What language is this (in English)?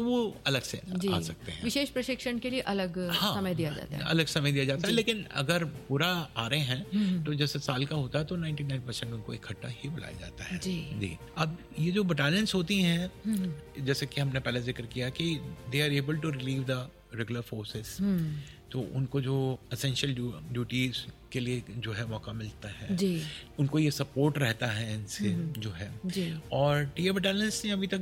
Hindi